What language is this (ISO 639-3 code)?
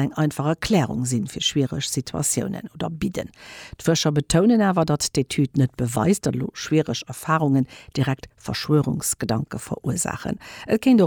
ltz